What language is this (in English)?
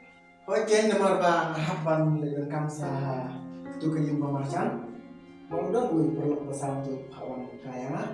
Khasi